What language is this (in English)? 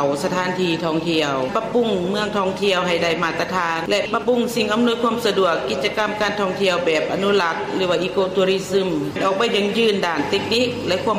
Lao